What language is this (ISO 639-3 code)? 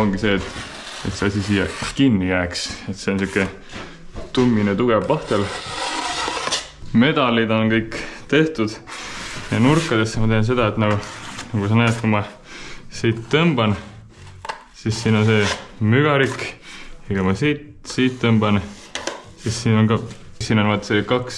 est